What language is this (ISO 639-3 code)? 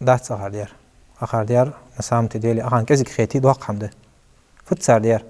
inh